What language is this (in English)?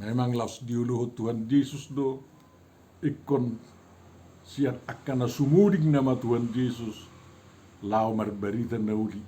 Batak Toba